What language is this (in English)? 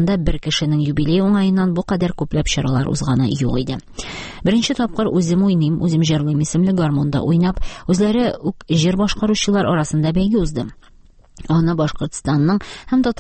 Tatar